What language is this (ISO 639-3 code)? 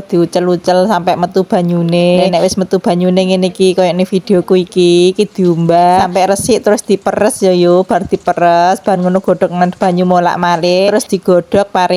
jav